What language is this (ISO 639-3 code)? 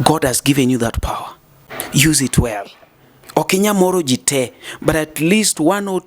luo